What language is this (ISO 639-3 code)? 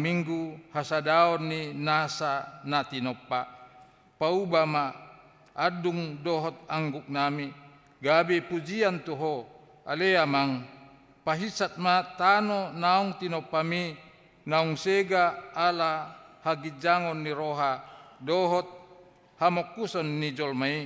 bbc